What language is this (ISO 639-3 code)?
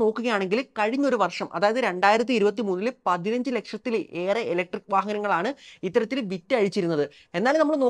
mal